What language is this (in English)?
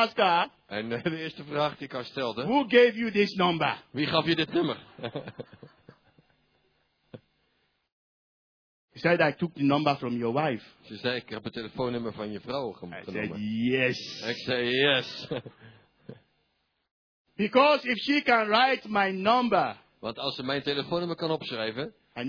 Dutch